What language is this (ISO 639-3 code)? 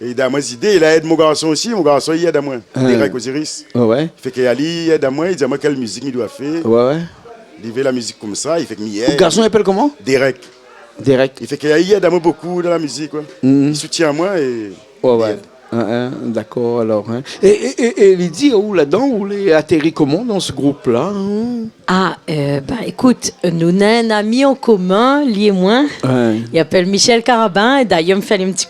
rcf